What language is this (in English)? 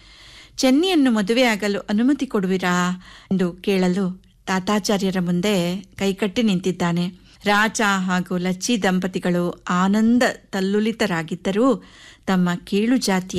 Kannada